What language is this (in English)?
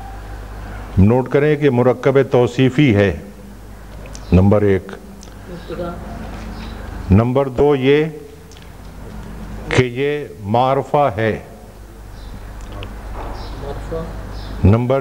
Urdu